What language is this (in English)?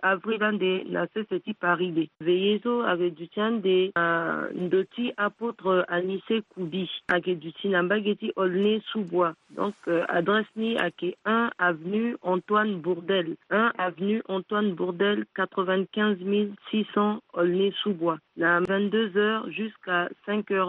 Sango